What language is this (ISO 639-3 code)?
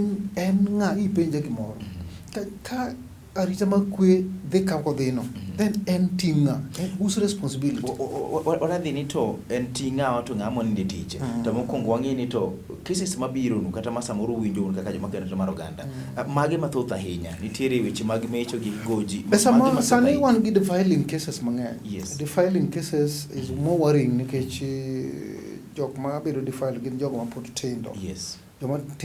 luo